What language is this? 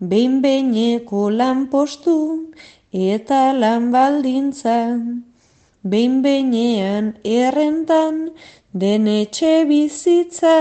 Basque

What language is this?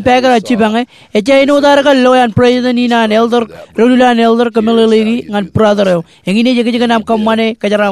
Marshallese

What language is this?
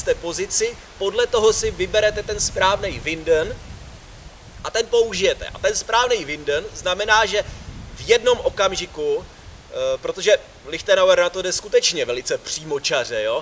Czech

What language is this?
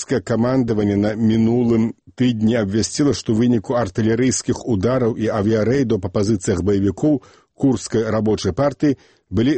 Belarusian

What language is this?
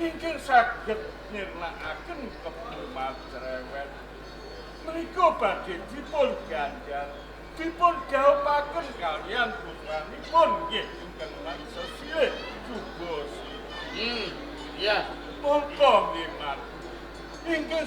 Javanese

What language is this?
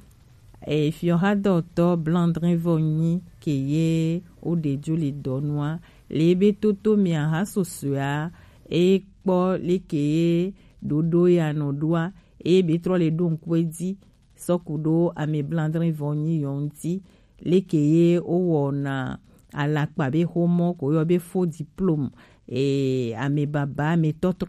Gen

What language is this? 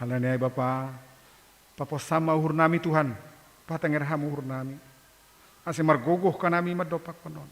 Batak Simalungun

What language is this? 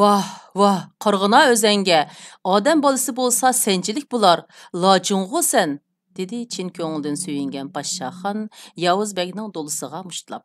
Uyghur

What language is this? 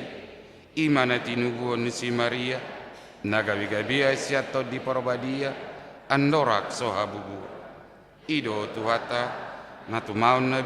Batak Toba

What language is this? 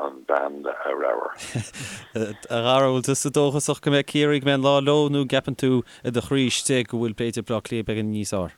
Irish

